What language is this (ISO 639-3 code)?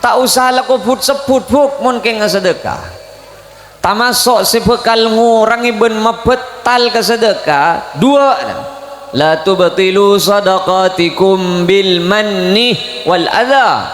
mad